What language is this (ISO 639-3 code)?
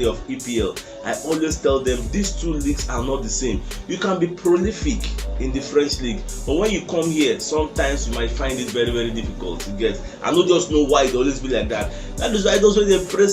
pcm